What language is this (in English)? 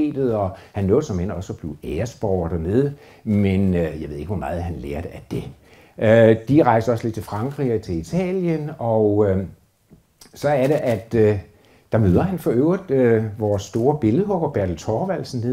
Danish